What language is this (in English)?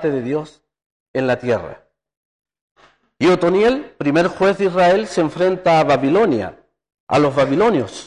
Spanish